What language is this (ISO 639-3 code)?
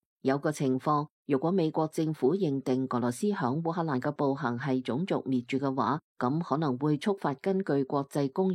yue